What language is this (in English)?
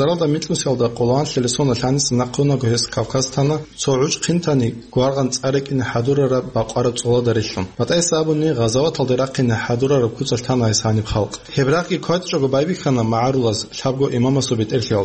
Avaric